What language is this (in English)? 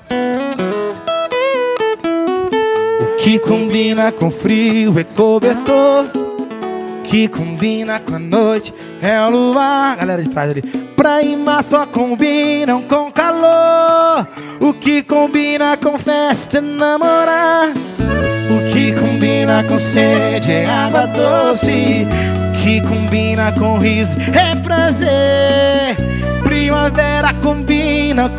Portuguese